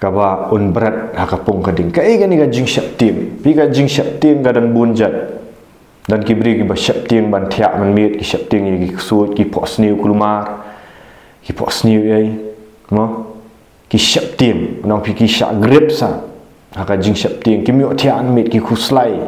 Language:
Khasi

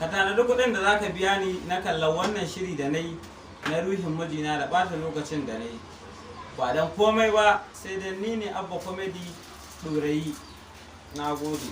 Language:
Hausa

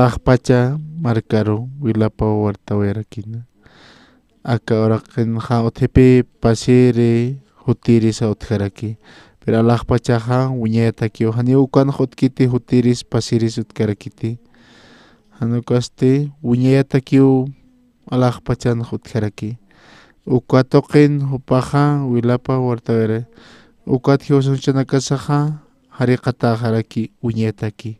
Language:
Aymara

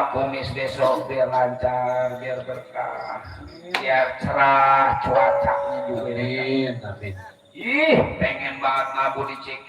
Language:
Betawi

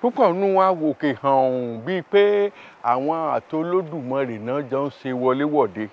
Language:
Yoruba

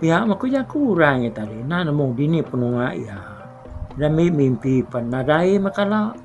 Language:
Iban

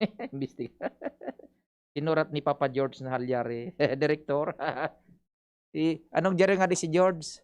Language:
Bikol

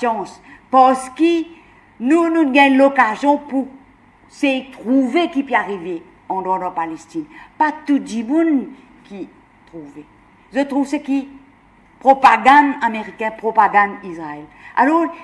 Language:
Morisyen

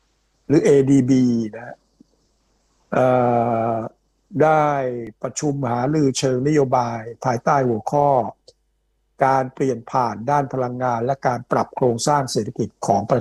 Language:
Thai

